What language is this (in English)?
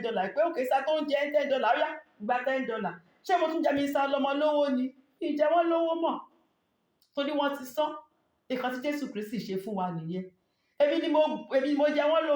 Yoruba